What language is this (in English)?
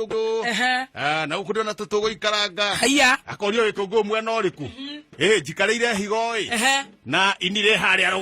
Kikuyu